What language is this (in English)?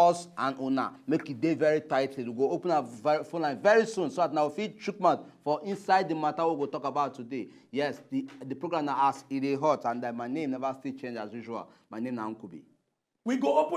Nigerian Pidgin